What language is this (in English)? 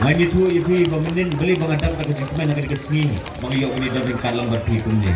Khasi